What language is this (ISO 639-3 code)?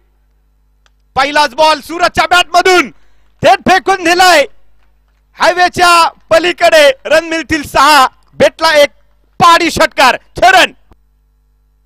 mar